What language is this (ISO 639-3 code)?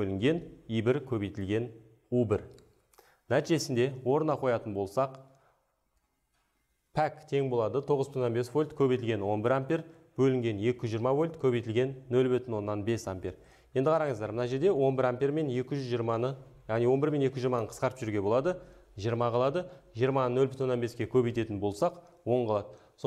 kaz